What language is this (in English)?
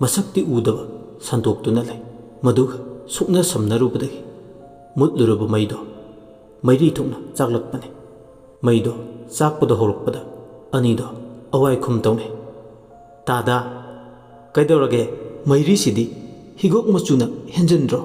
Manipuri